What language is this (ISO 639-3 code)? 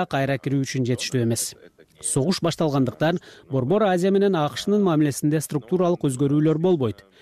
kir